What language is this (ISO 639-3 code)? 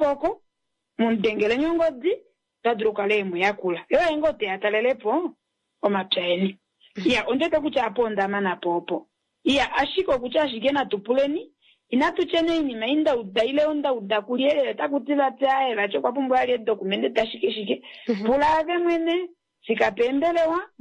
kua